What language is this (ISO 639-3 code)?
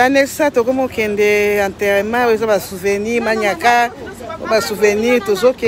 lin